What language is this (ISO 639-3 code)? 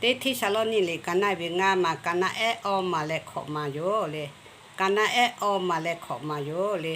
lhu